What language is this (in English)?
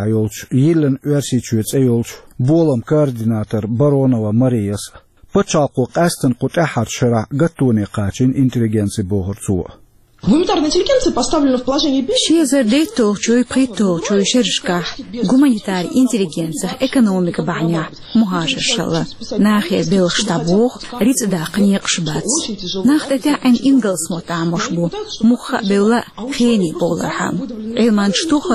Chechen